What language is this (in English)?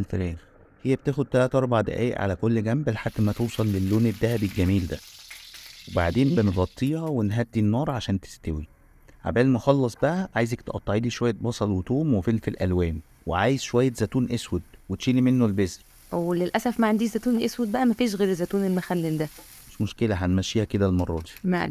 Egyptian Arabic